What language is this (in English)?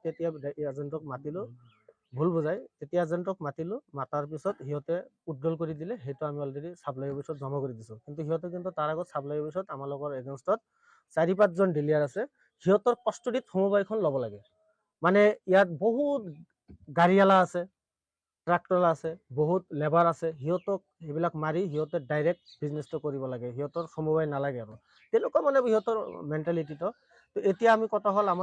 Assamese